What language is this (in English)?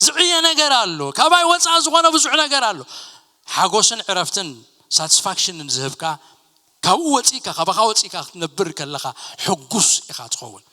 Tigrinya